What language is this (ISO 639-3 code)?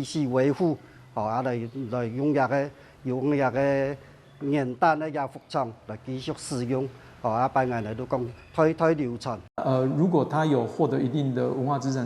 hak